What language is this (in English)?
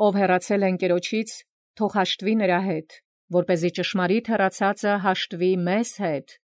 Armenian